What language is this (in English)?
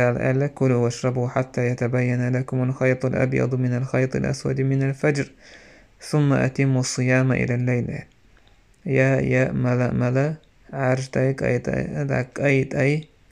Chechen